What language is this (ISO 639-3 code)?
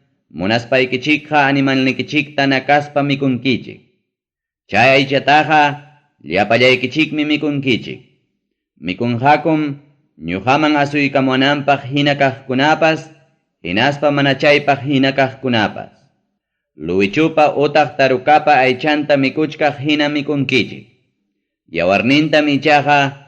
quy